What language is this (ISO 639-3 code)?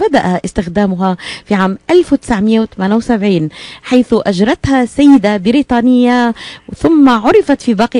apc